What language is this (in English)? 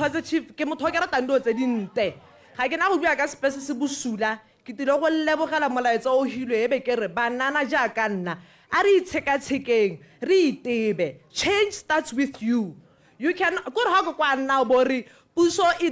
Tswana